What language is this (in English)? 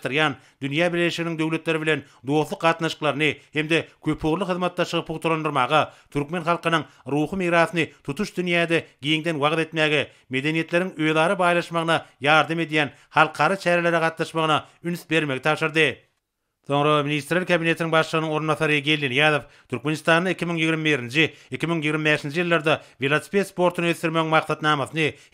Turkmen